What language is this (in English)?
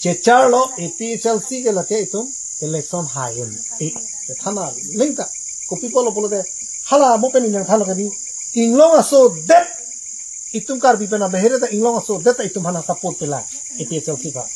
Karbi